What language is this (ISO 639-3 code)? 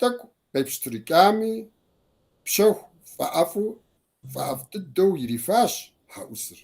kbd